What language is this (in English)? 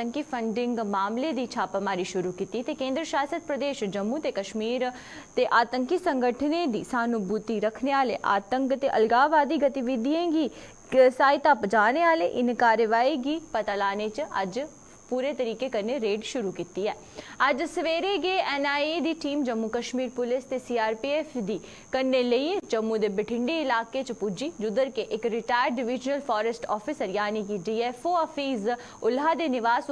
Dogri